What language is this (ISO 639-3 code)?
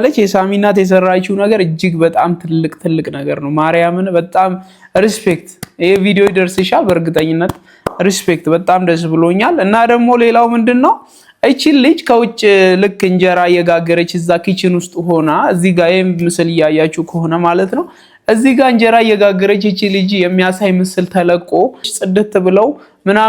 amh